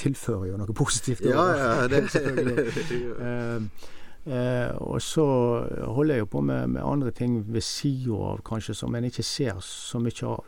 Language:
Norwegian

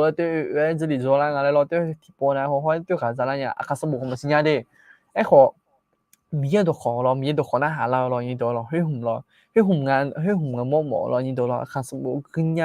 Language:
Akha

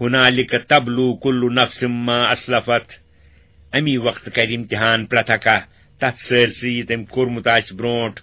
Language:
Kashmiri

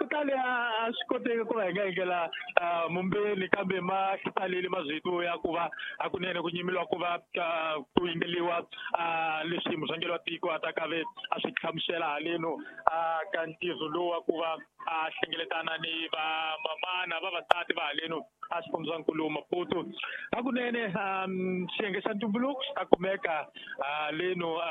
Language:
Tsonga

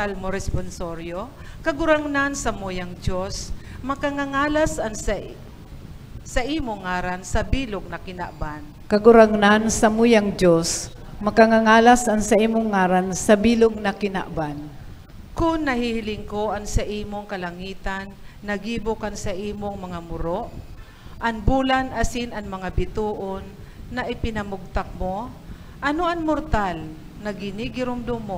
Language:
Bikol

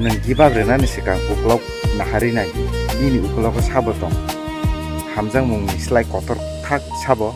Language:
Kok Borok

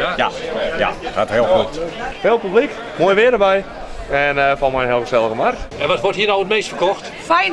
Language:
Western Frisian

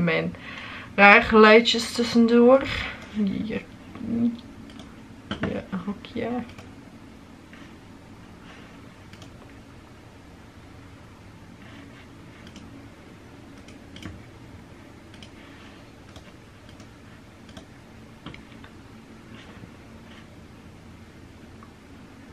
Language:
Dutch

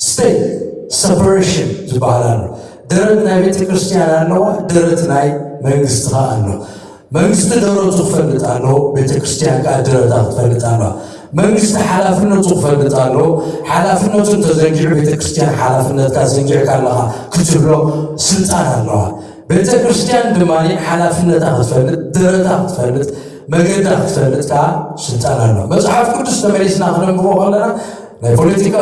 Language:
Tigrinya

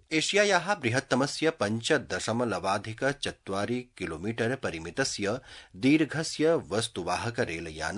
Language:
Sanskrit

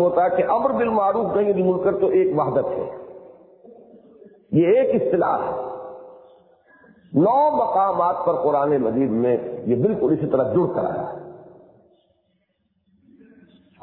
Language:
Urdu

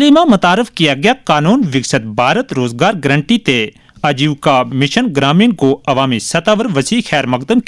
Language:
Gujari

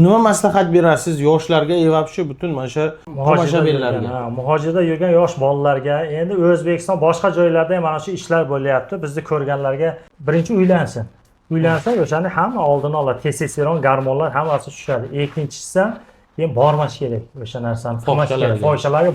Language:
Uzbek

